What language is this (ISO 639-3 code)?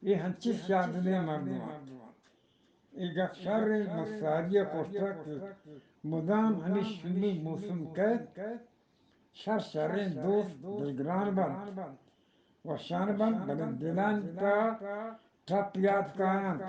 bgp